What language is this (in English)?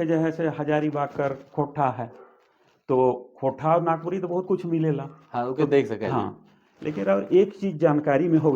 Sadri